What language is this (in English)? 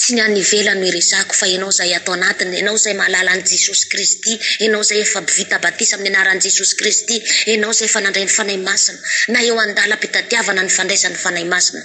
Malagasy